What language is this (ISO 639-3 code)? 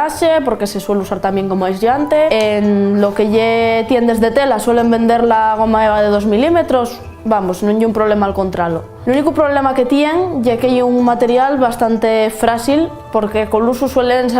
ast